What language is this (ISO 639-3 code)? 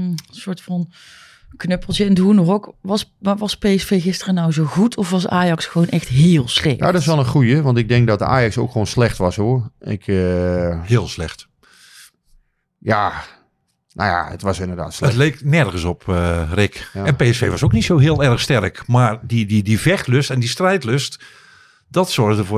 nld